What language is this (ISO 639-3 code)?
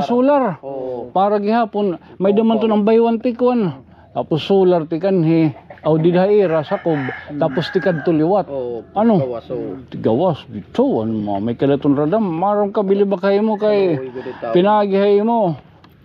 war